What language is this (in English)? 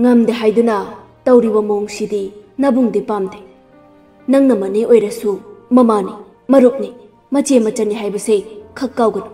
Manipuri